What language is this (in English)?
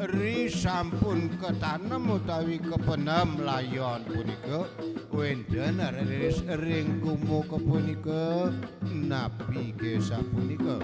Balinese